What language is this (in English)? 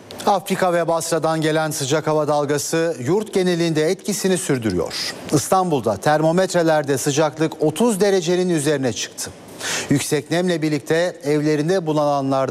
Turkish